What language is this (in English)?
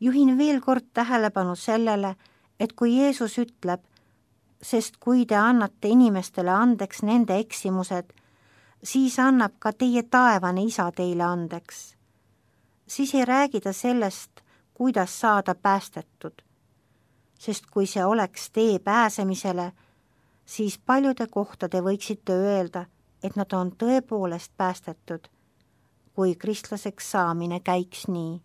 Estonian